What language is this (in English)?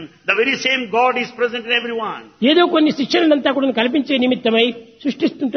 Telugu